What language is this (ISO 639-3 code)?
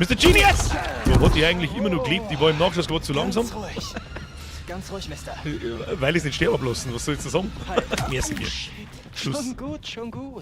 bar